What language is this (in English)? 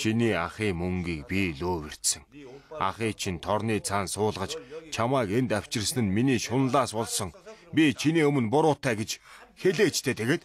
Mongolian